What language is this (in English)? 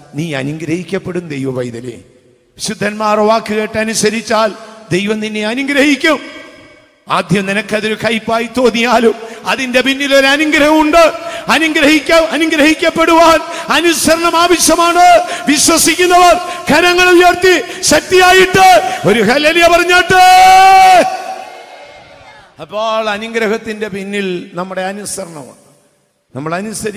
Malayalam